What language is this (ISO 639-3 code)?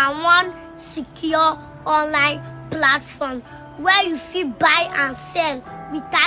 pcm